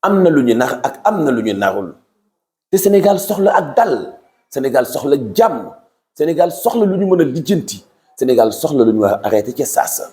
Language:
Wolof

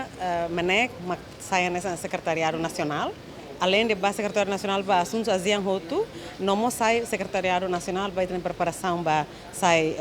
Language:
Tetum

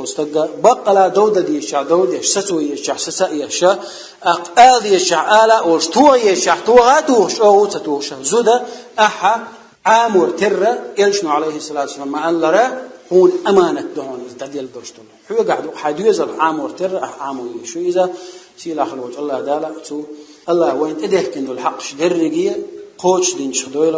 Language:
Chechen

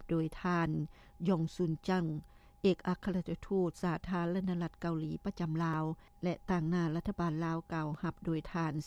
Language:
Lao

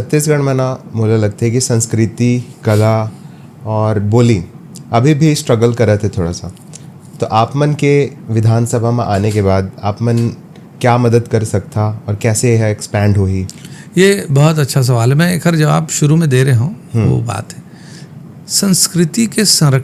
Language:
Chhattisgarhi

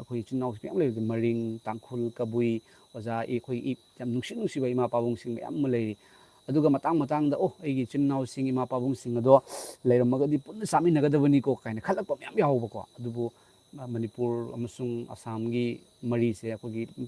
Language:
Manipuri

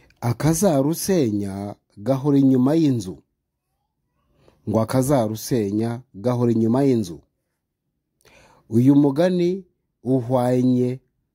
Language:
Kinyarwanda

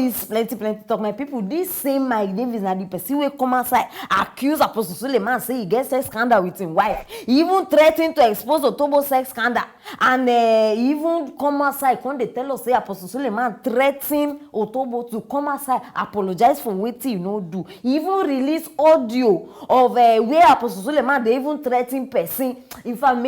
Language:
Nigerian Pidgin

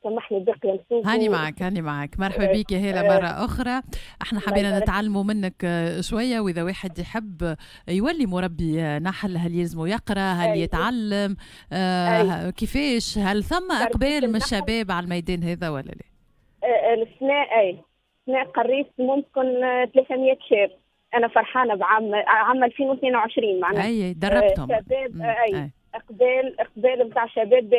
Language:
Tunisian Arabic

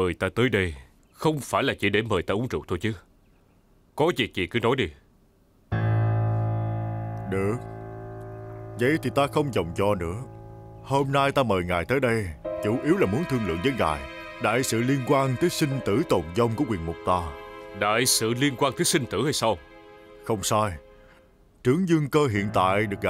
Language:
Vietnamese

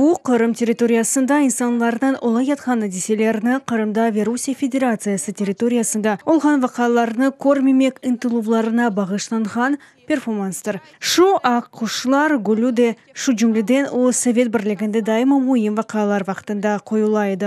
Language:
Crimean Tatar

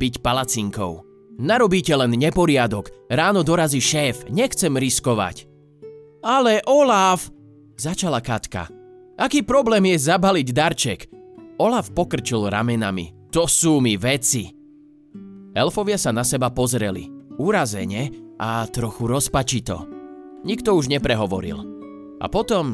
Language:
Slovak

